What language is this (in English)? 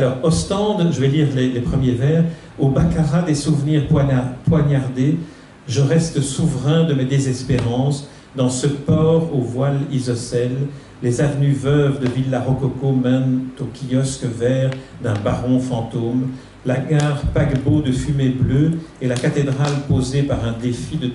French